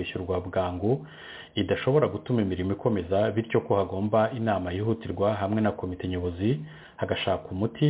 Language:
Kinyarwanda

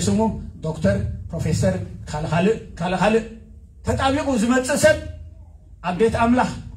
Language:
Tigrinya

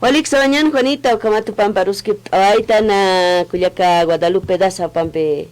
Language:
Aymara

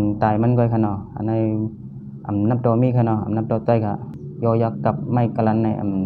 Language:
Shan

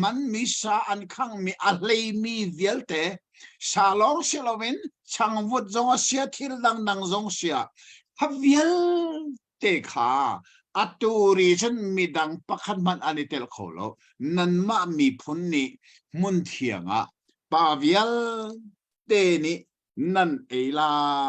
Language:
Hakha Chin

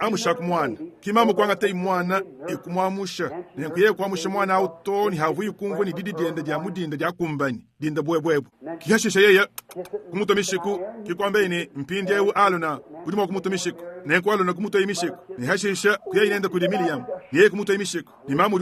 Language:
Luba-Lulua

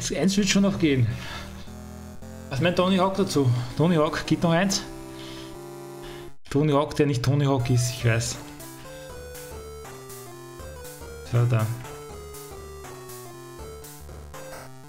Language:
German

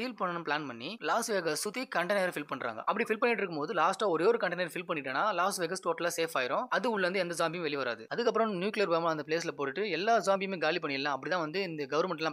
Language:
Tamil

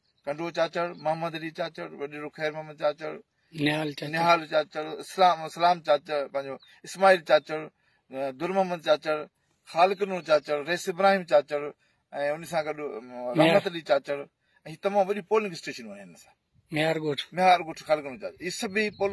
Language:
Sindhi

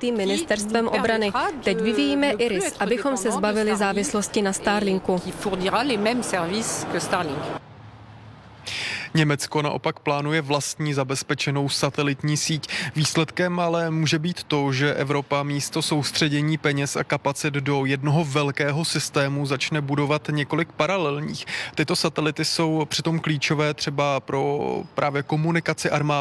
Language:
Czech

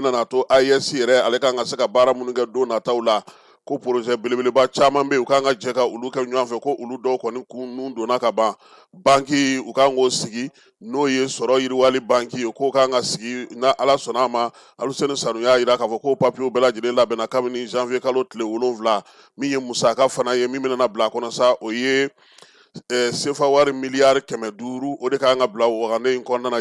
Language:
Bambara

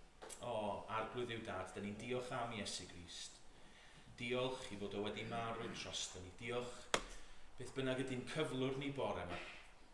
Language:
Welsh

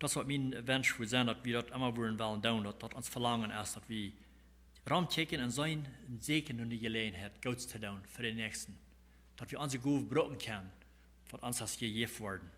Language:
Plautdietsch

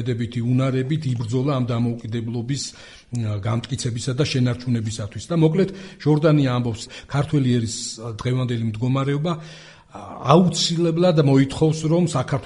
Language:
Georgian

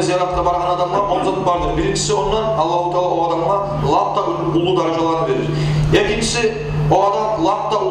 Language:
Kumyk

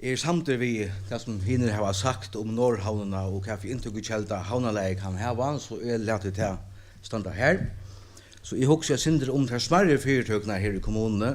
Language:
Faroese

